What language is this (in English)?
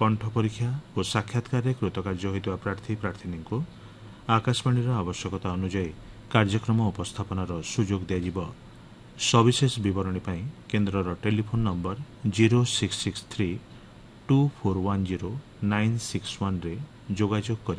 Odia